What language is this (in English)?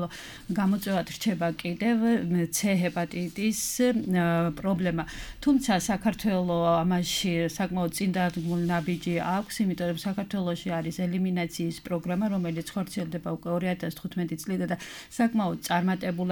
Georgian